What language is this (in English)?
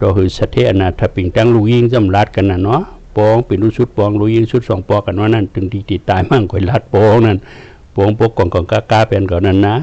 Shan